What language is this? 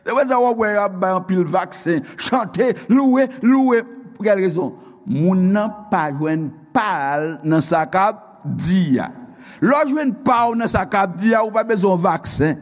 Haitian Creole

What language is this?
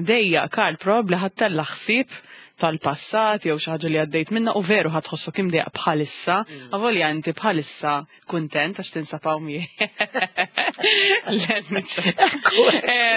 Maltese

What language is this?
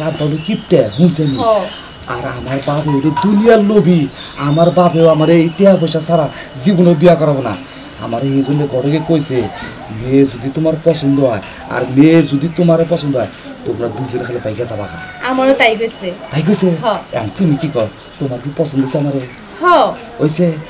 Sylheti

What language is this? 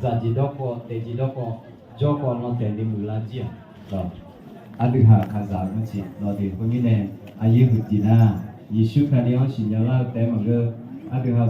Akha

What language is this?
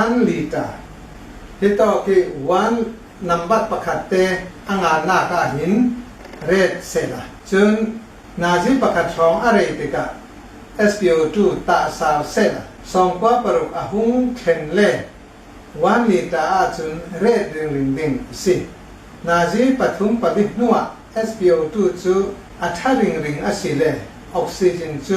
Hakha Chin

